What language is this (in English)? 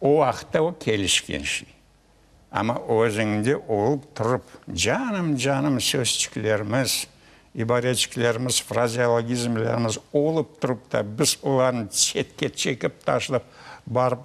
Crimean Tatar